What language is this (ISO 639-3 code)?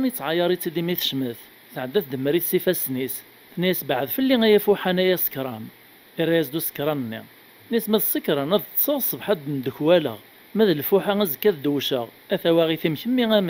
kab